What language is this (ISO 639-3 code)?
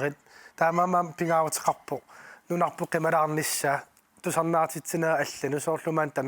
kal